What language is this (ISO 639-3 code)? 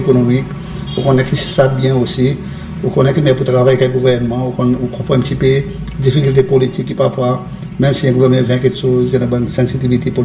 crs